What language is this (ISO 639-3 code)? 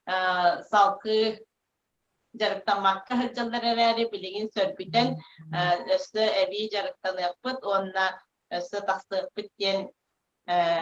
sah